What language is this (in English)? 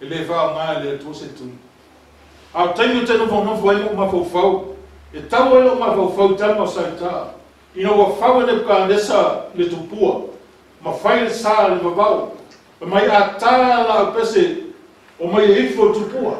Samoan